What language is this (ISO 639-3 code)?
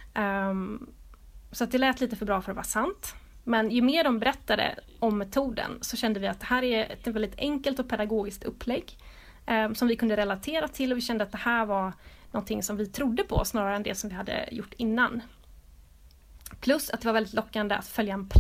swe